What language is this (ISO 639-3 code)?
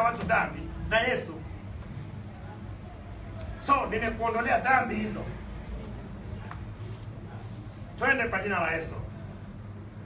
swa